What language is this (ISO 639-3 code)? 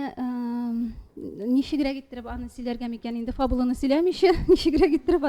tat